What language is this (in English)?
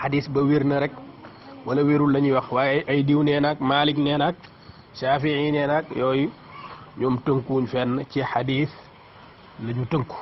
Wolof